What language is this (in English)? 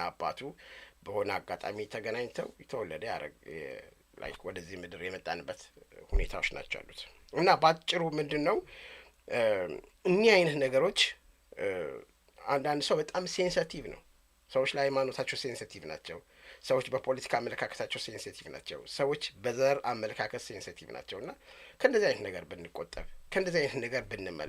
Amharic